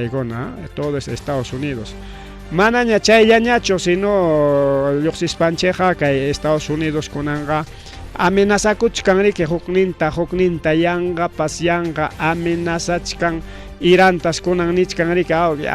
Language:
Ayacucho Quechua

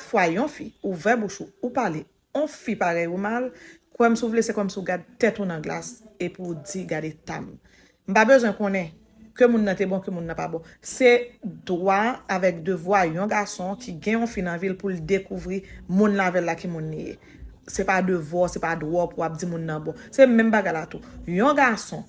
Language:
Haitian Creole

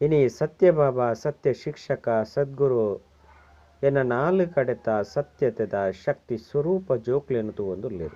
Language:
Tulu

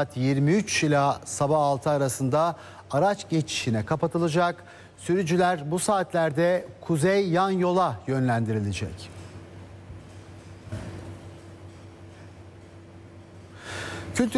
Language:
Turkish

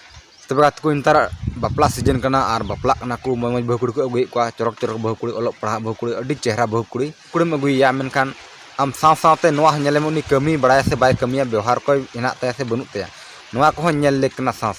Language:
Santali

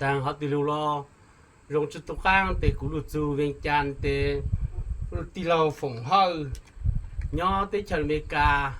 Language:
Hmong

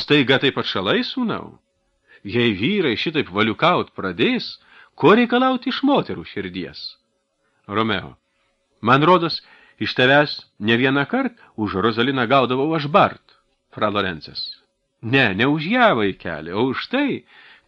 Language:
Lithuanian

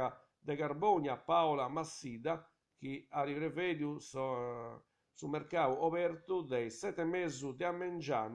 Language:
Sardinian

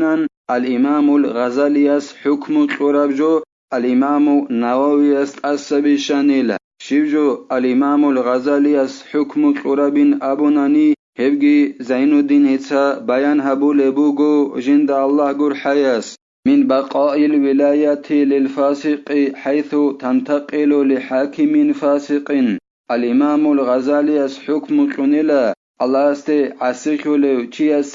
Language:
Avaric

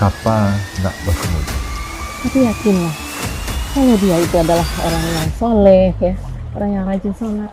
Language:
Minangkabau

